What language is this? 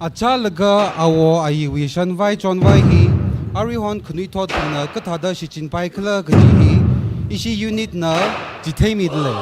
Tangkhul Naga (India)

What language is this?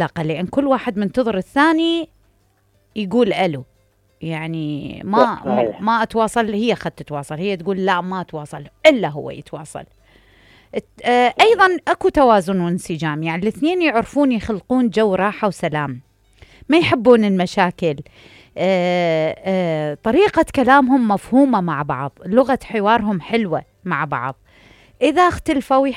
Mesopotamian Arabic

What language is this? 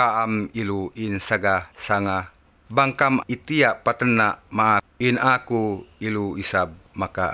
Tausug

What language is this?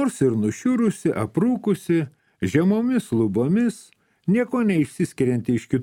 Lithuanian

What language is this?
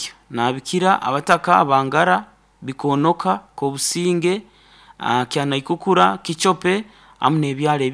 Nyankole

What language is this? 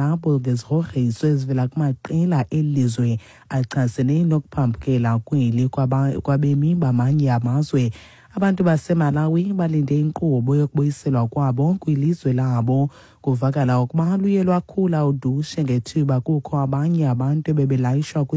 Xhosa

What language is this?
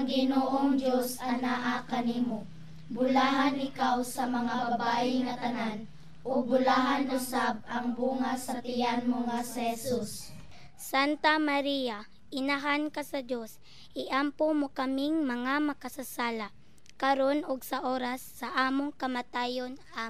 Cebuano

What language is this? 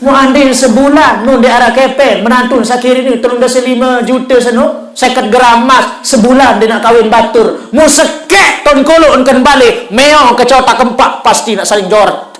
Sasak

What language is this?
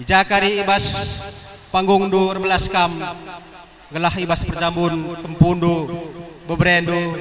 Batak Karo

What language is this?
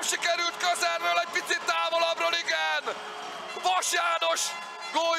Hungarian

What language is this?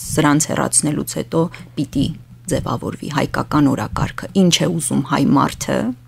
Armenian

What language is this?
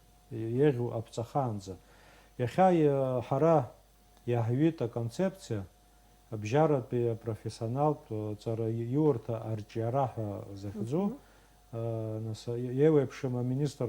Abkhazian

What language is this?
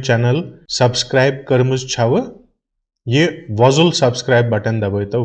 Kashmiri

